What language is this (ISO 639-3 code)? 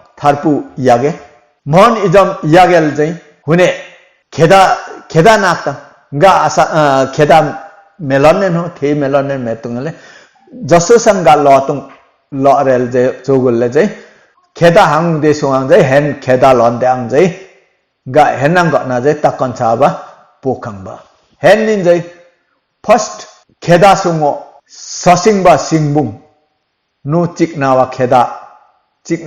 lif